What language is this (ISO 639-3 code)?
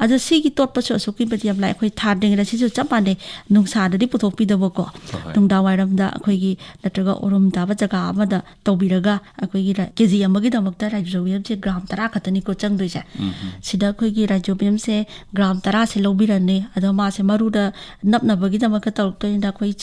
mni